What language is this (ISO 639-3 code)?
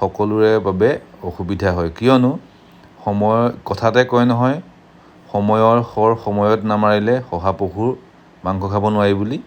asm